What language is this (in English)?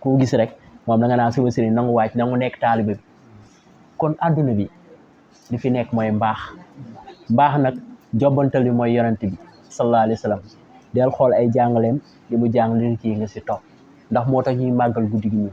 Wolof